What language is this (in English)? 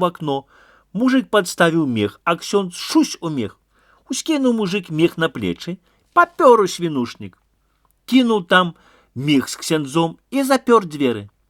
Belarusian